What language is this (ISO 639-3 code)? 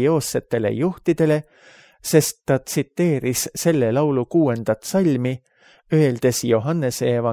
est